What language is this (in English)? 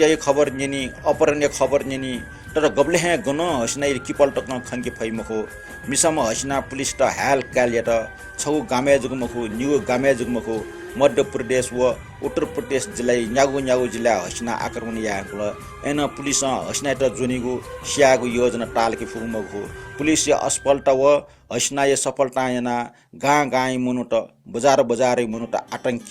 Newari